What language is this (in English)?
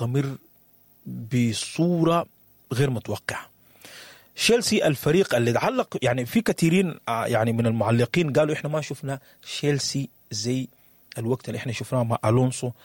Sudanese Arabic